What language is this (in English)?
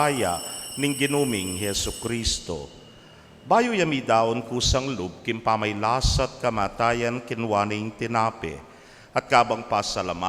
Pampanga